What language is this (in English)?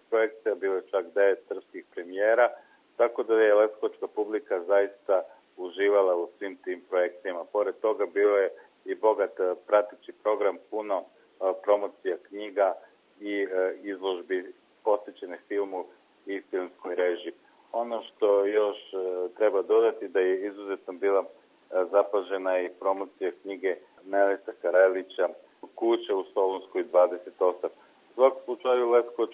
Serbian